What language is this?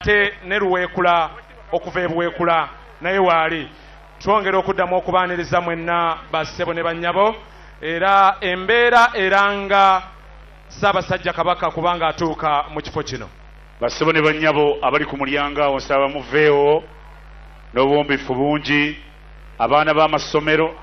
Ganda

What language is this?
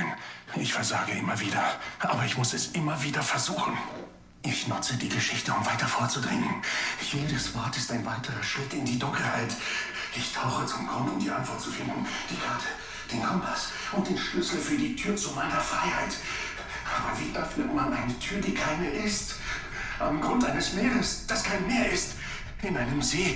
Bavarian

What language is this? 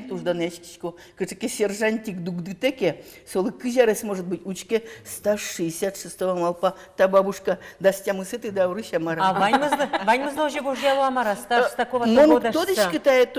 Udmurt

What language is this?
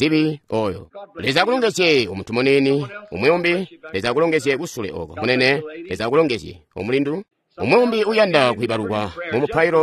Tonga (Zambia)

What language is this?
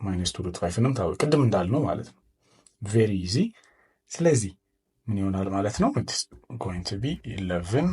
Amharic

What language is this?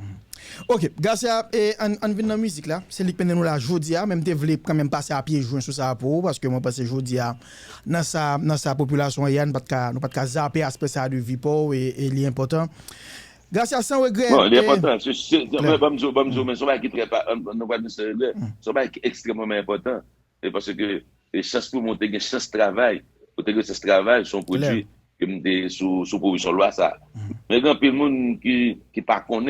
Haitian Creole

